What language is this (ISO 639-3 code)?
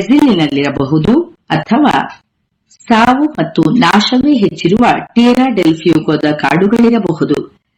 kan